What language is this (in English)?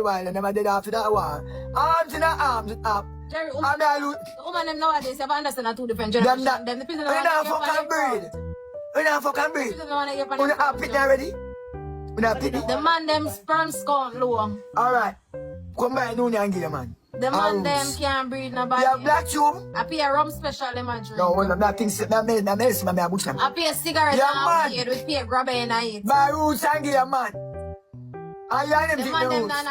Jamaican Creole English